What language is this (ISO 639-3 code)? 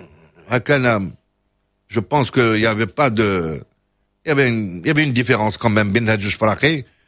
ary